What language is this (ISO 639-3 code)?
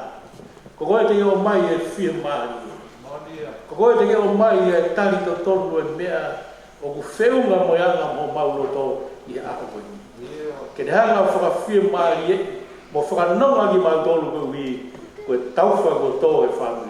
ton